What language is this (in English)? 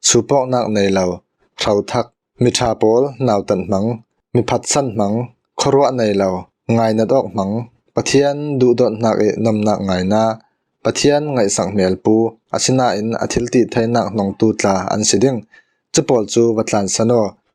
Falam Chin